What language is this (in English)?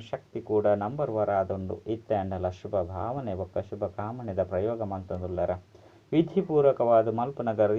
Tulu